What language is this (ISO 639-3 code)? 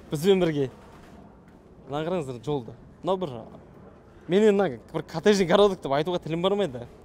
kaz